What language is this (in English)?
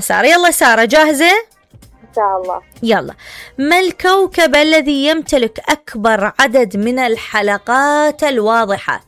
Mesopotamian Arabic